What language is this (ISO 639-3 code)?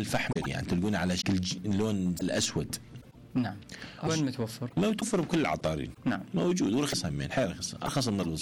acm